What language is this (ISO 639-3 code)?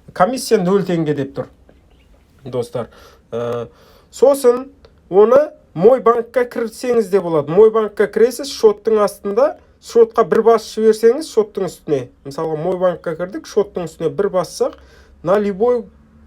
kaz